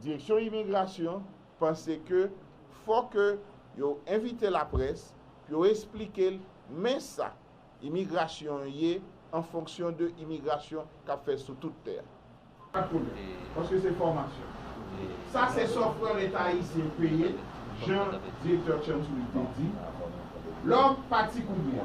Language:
Haitian Creole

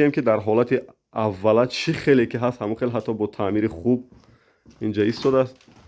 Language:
Tajik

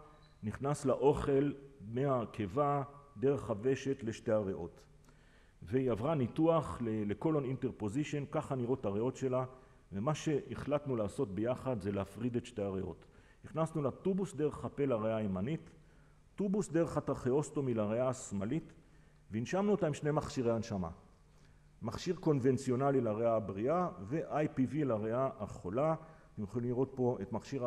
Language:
Hebrew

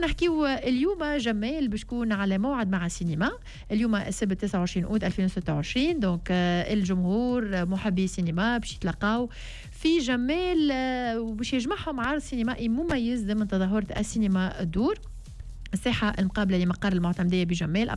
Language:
Tunisian Arabic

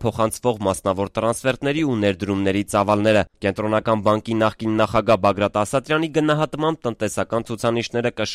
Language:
Armenian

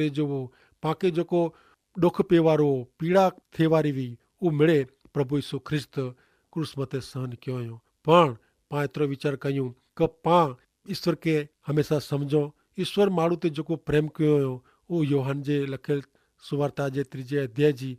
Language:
Kachhi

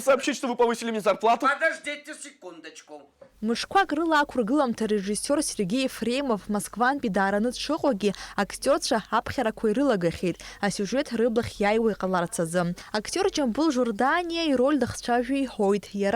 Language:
Abkhazian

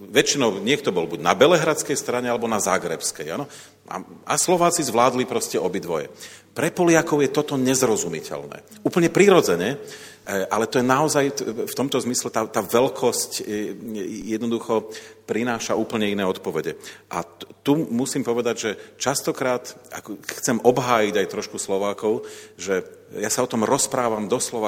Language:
Slovak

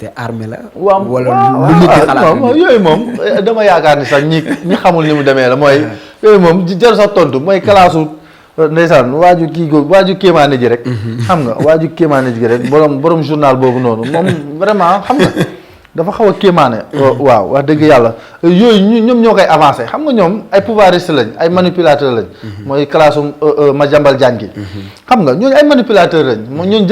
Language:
Wolof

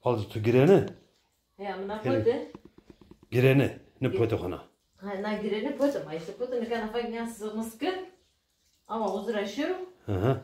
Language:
Zaza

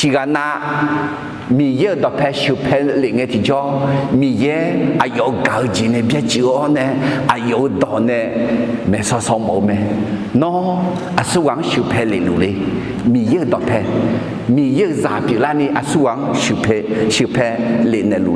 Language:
Akha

